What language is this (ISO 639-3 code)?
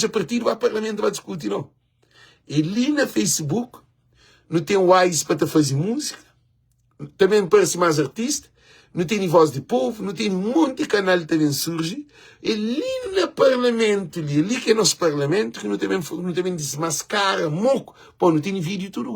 kea